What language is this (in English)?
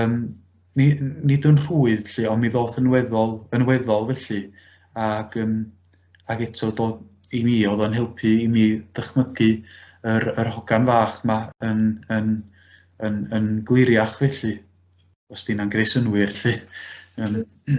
Welsh